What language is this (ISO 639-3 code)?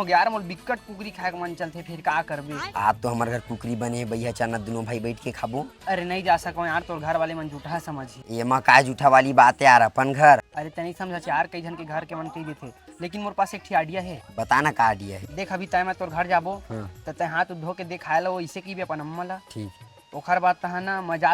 hne